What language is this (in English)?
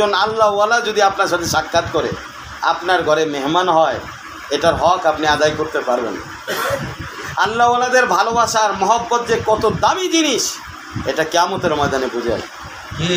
Bangla